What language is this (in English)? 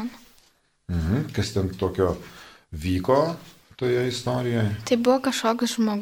Lithuanian